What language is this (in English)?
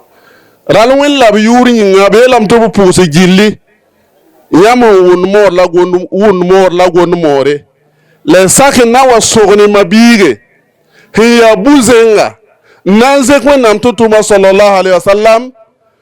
Bambara